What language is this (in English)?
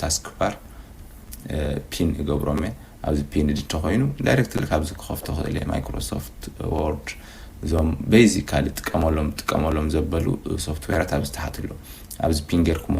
Tigrinya